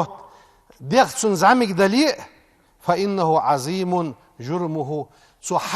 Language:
Ingush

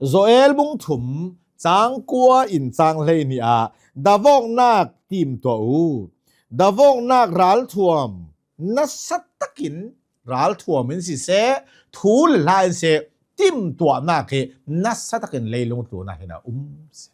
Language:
Hakha Chin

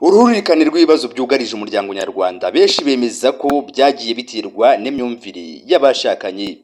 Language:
Kinyarwanda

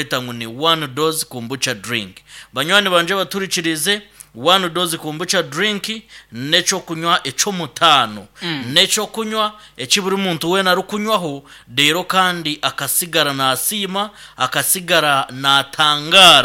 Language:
Nyankole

